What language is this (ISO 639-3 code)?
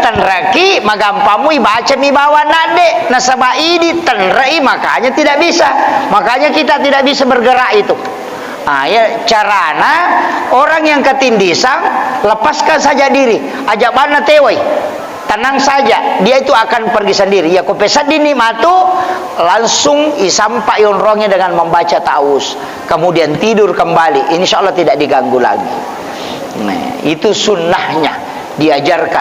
bug